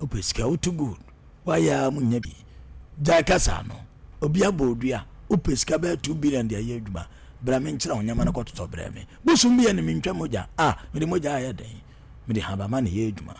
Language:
Akan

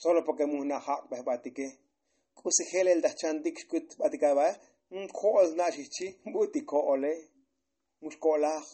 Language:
Tzotzil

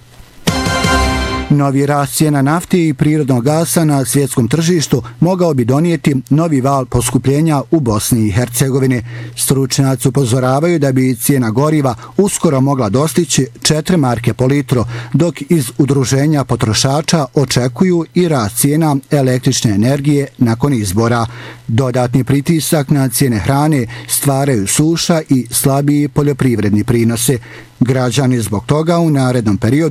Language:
Bosnian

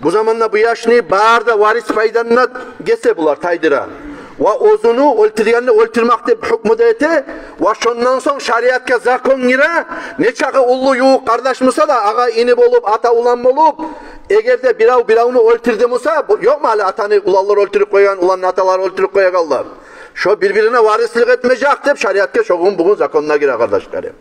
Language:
Kumyk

